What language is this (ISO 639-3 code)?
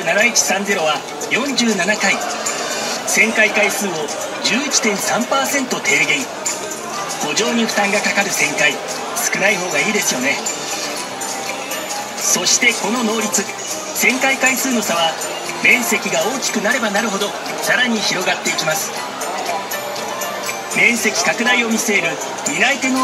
jpn